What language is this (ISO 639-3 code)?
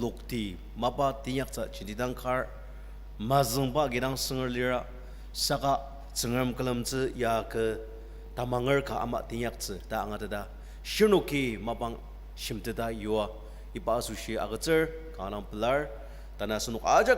njo